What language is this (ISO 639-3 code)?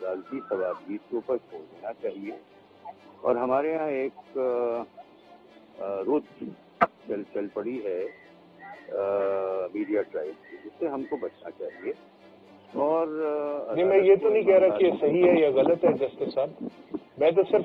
urd